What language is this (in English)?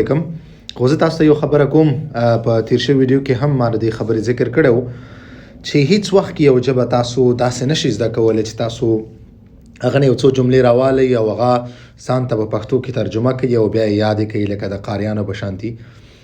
Pashto